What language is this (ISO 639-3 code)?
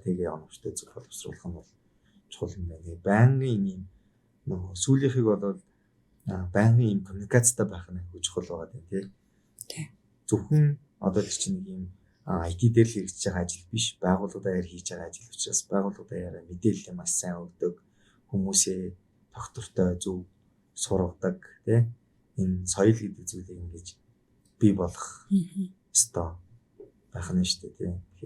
mon